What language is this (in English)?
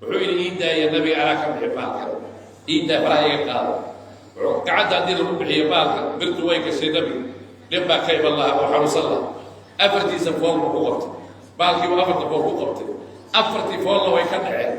Somali